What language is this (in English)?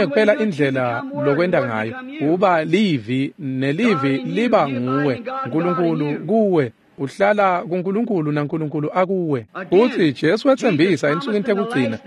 Swati